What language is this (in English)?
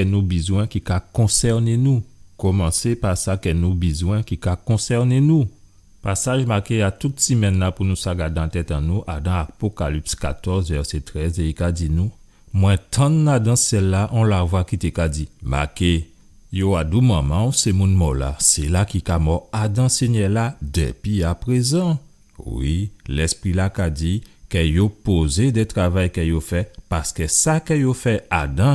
Guadeloupean Creole French